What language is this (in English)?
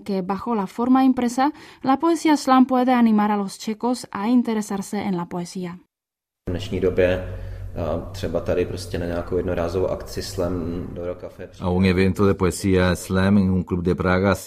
Spanish